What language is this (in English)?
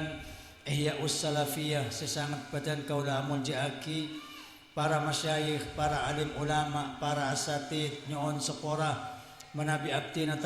Madurese